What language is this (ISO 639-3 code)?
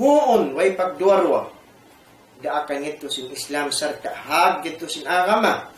tsg